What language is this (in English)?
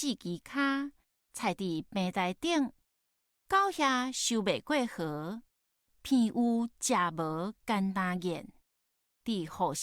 Min Nan Chinese